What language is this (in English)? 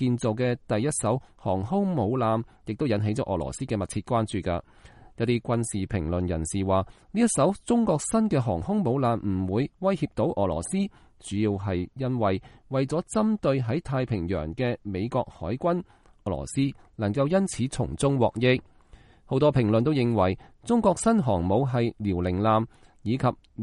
Cantonese